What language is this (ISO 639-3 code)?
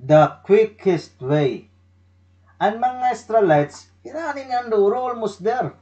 war